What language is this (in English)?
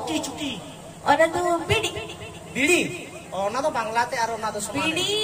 Santali